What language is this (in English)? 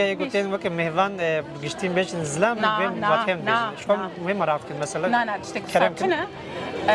Kurdish